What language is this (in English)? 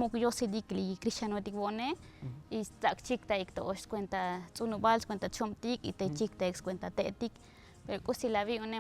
Tzotzil